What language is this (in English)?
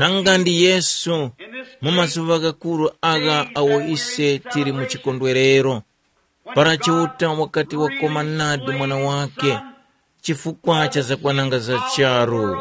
Tumbuka